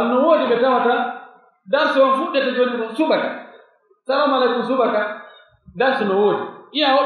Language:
Pular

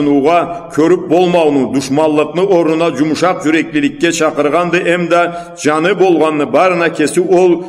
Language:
Karachay-Balkar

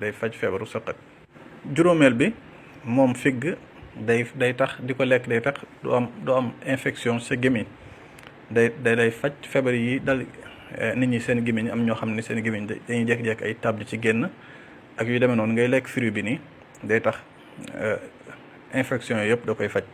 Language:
Wolof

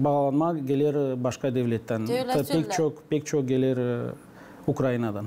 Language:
Gagauz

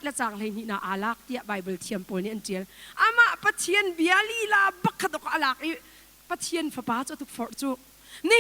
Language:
Hakha Chin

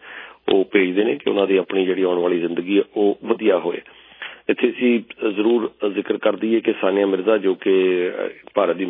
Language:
Punjabi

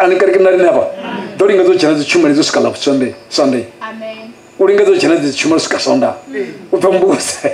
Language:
Venda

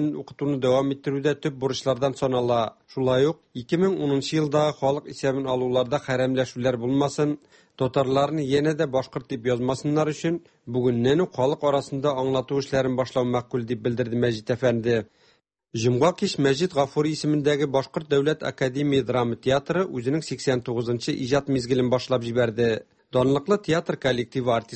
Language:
Tatar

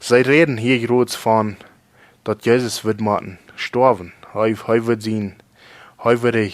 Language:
Plautdietsch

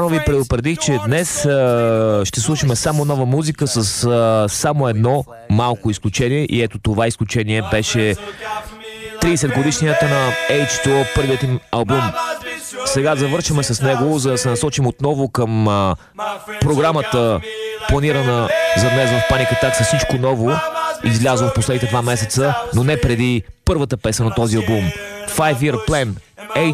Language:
Bulgarian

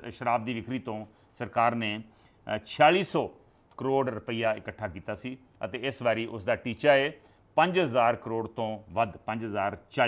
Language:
Punjabi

